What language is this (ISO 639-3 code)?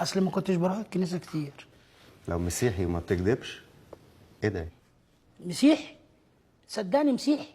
arz